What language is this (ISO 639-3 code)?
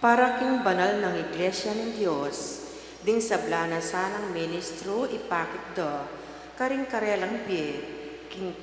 pam